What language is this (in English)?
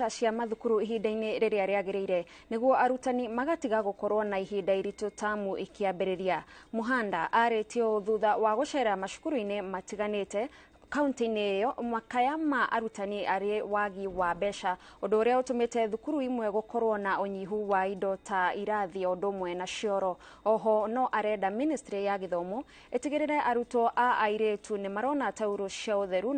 Kikuyu